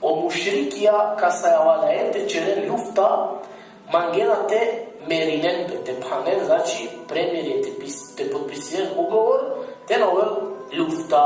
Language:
Balkan Romani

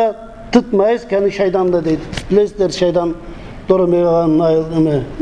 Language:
Kyrgyz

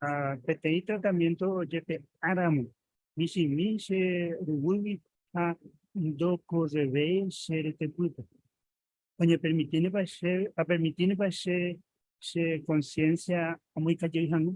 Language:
Guarani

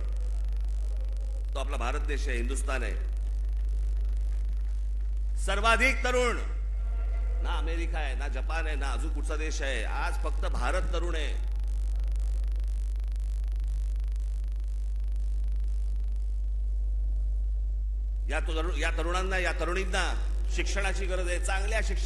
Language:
Marathi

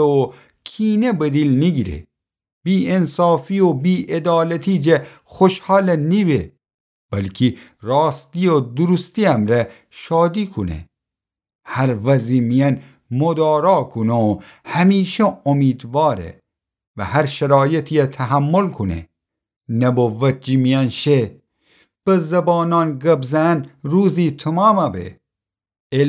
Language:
Gilaki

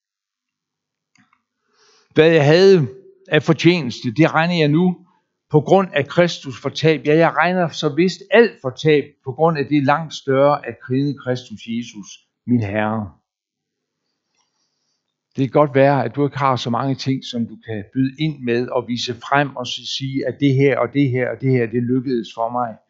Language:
Danish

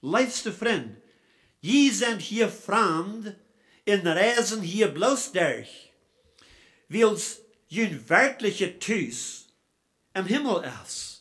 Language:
Plautdietsch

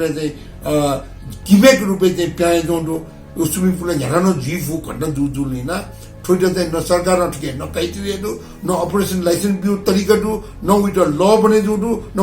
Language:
Newari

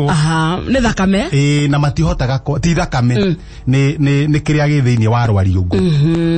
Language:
Kikuyu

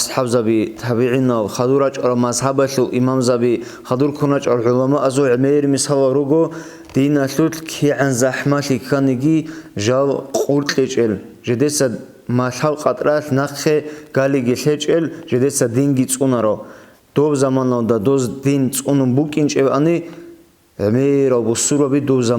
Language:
Avaric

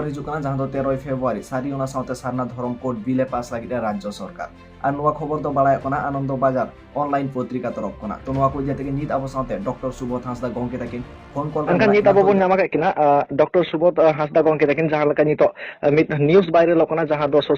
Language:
Santali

